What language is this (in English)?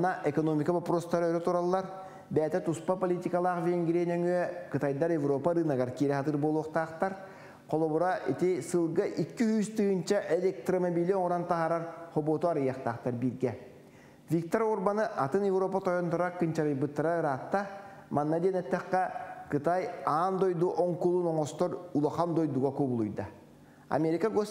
Yakut